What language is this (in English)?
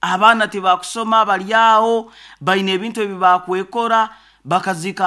Nyoro